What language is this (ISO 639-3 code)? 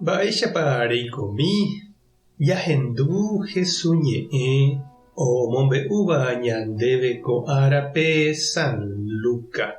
grn